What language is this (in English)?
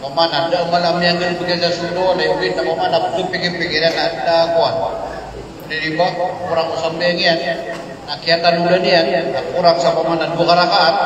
Maranao